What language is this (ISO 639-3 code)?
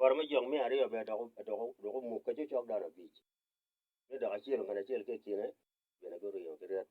ach